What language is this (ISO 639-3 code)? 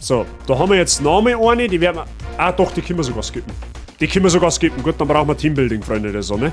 bar